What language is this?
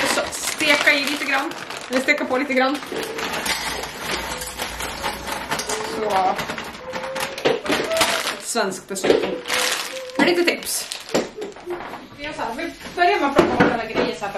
Swedish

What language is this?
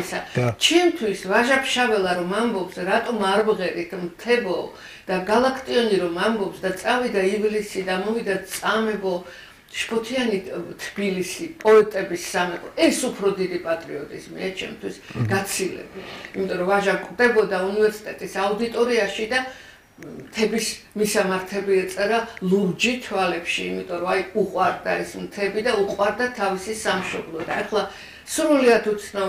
Georgian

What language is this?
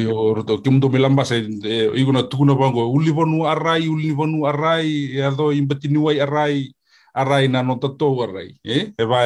Fijian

